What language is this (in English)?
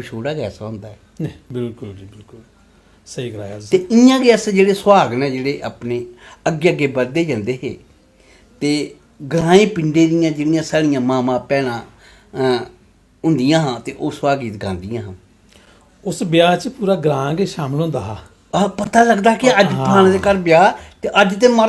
Dogri